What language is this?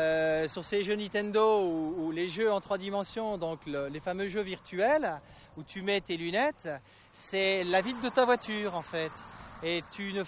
French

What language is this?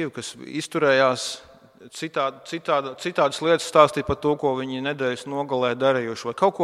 Latvian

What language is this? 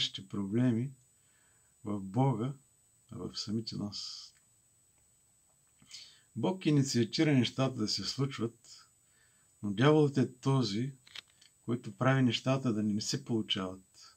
Bulgarian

